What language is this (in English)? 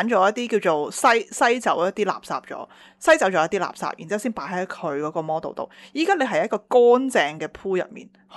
Cantonese